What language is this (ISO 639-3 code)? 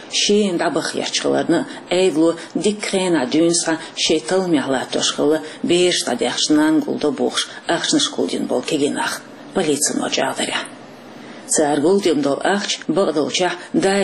che